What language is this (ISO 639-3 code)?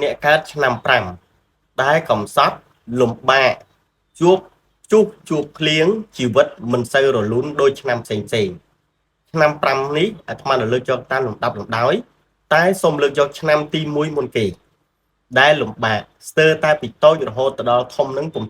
khm